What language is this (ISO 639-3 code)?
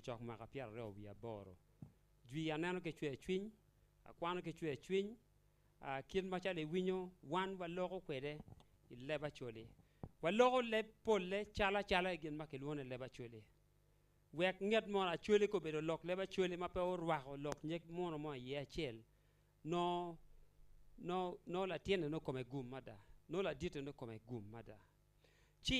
ach